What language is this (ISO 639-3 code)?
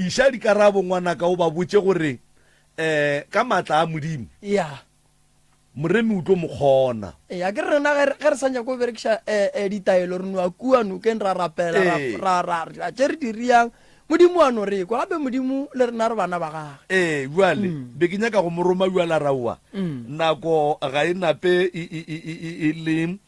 nso